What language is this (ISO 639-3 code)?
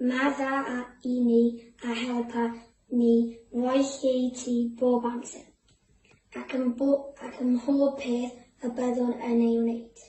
cym